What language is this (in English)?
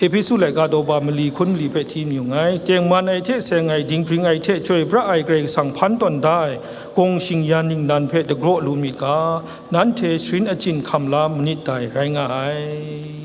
Kachin